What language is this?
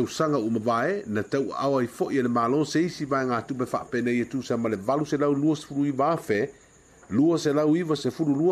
Samoan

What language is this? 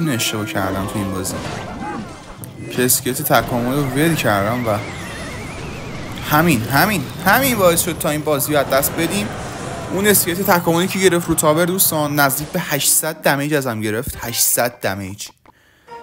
Persian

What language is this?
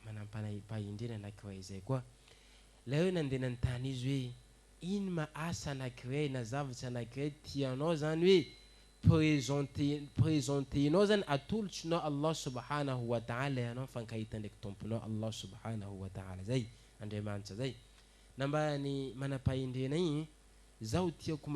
Malagasy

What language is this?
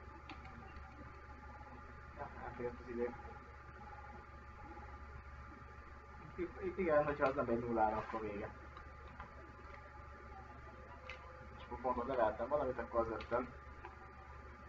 Hungarian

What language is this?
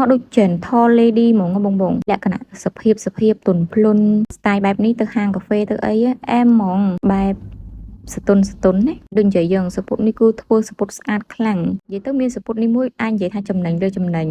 Khmer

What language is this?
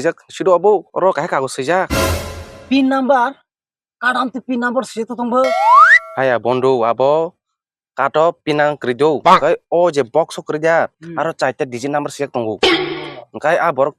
Kok Borok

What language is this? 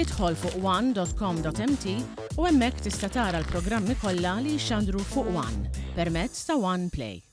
Maltese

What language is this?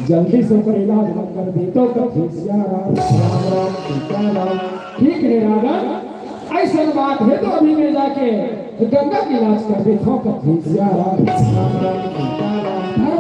Chhattisgarhi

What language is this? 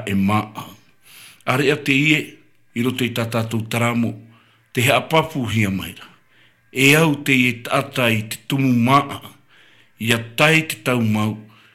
Tahitian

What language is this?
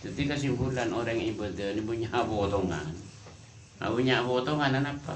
Madurese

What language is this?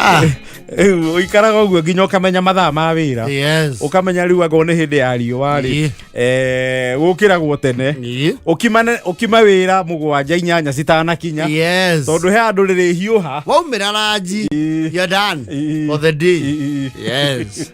Kikuyu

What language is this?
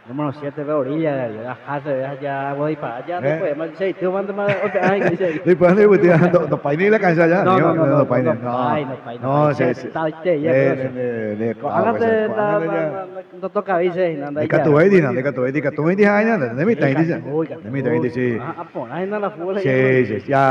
Guarani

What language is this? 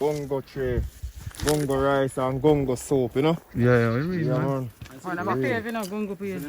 Jamaican Creole English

